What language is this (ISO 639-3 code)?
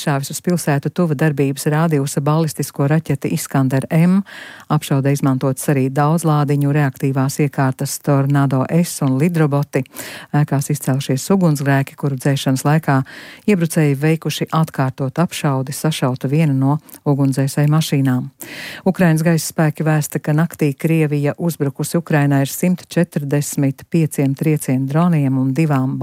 lav